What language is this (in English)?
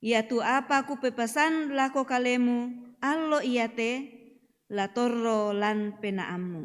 Toraja-Sa'dan